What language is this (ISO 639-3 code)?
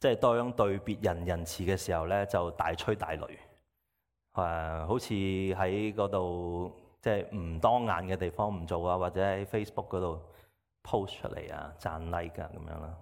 yue